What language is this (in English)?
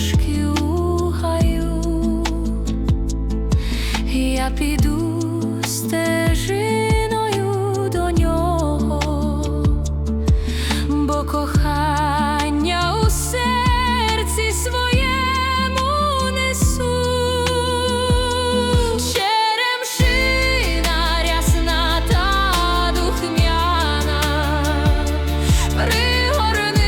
Ukrainian